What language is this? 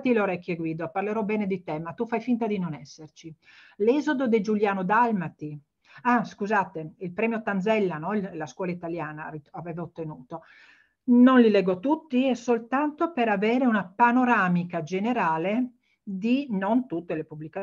Italian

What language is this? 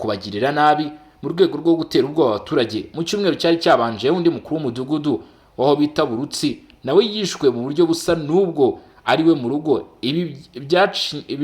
Kinyarwanda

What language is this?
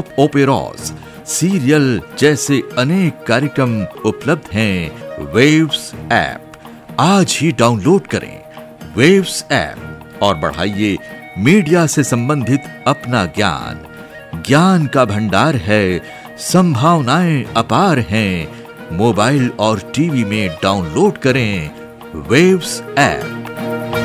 Hindi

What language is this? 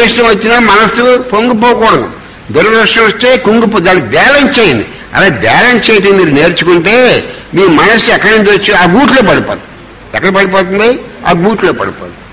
Telugu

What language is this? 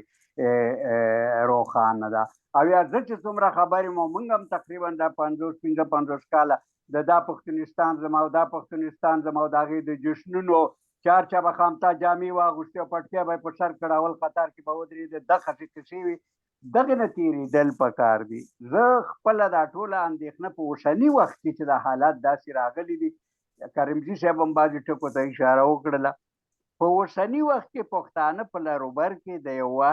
Pashto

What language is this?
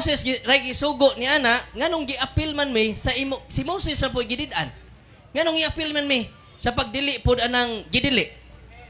Cebuano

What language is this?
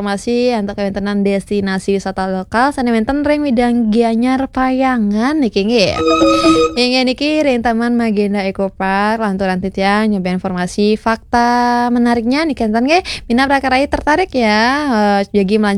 Balinese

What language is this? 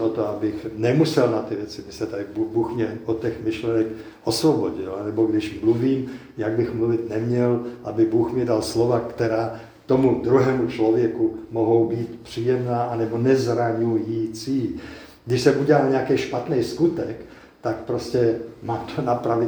Czech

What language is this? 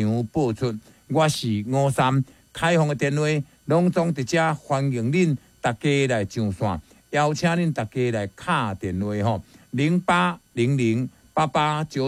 Min Nan Chinese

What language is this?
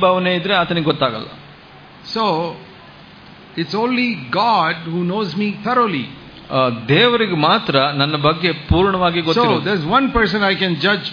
Kannada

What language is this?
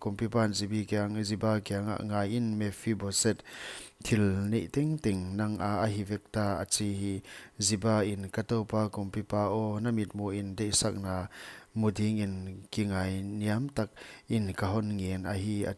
Paite Chin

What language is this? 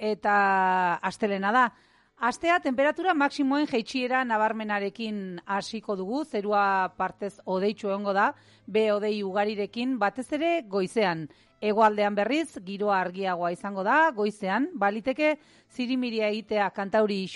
Basque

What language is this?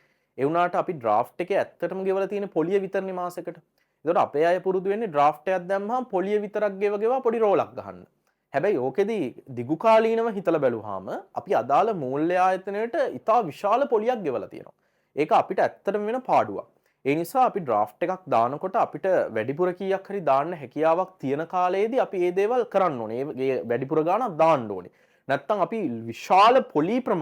Sinhala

